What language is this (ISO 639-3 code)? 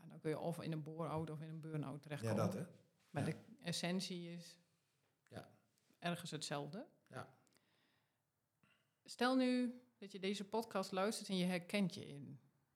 nld